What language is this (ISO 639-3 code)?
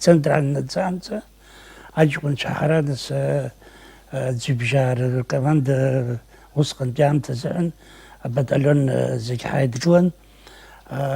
abk